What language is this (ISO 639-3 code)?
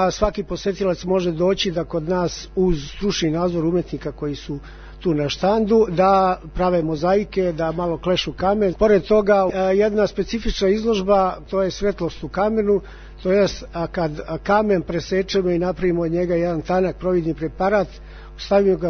srp